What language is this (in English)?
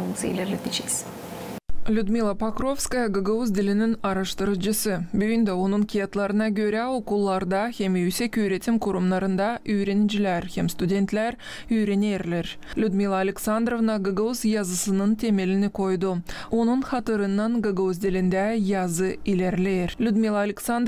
Gagauz